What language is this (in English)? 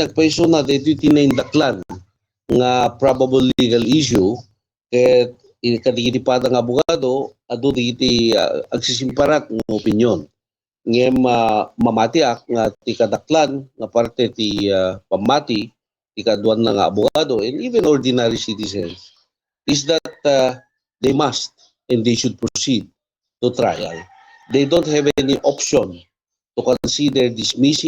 Iloko